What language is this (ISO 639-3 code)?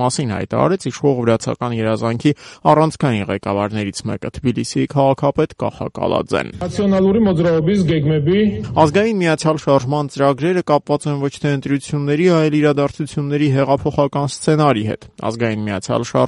hye